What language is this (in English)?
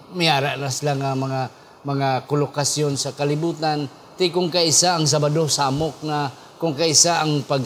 Hiligaynon